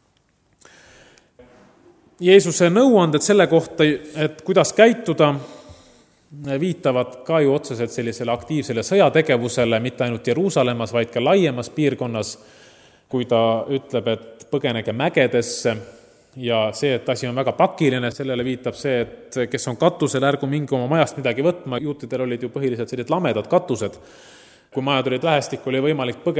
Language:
Estonian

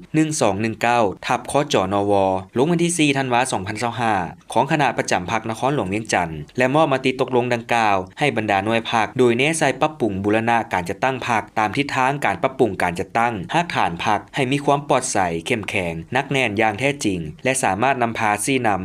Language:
Lao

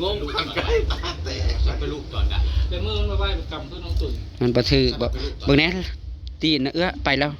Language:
Northeastern Thai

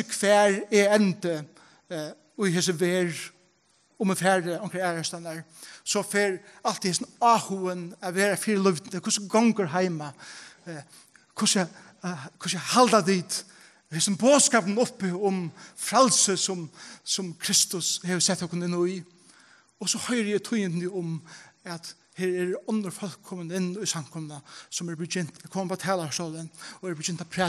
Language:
Faroese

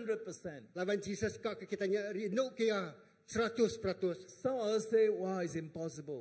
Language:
Iban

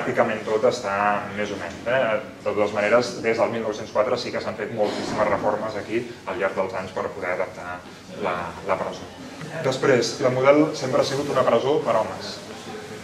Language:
Catalan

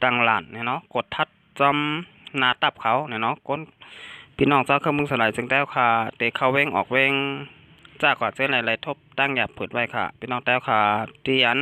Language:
Shan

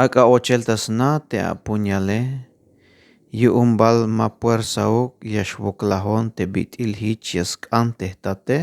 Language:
Tzeltal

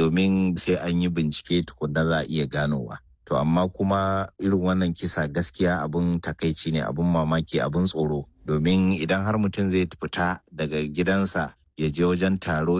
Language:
Hausa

